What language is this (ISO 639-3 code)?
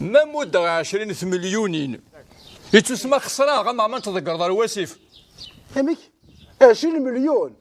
kab